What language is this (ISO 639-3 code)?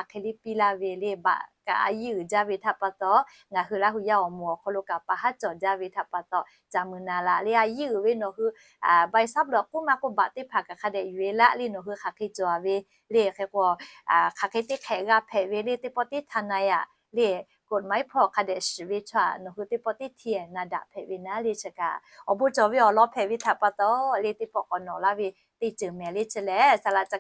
lhu